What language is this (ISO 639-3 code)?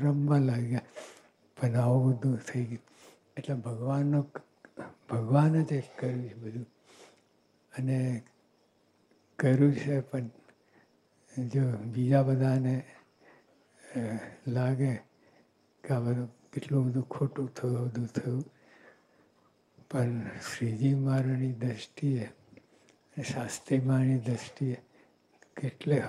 guj